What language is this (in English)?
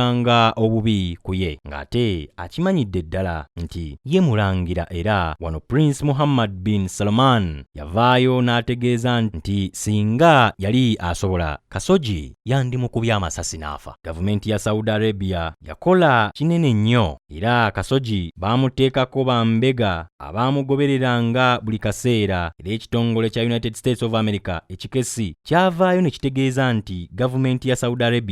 Ganda